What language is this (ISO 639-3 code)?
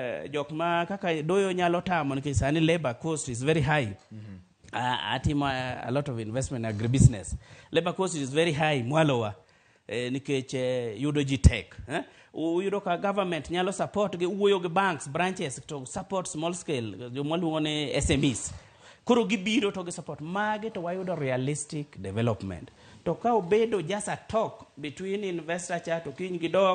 luo